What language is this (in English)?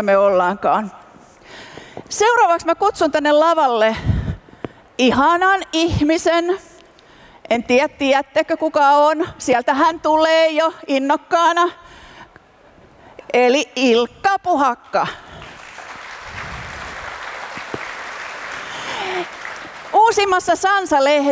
Finnish